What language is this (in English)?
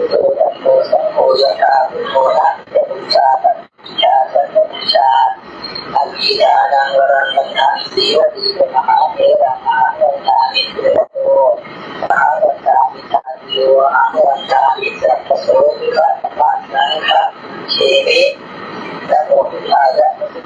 Pali